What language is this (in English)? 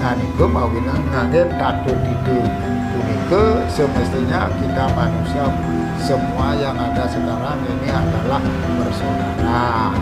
Balinese